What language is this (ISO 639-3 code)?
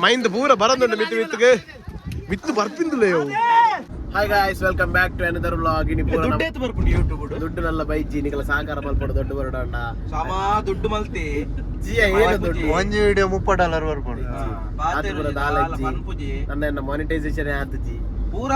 tcy